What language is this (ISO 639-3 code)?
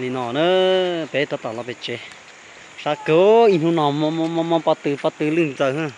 hmn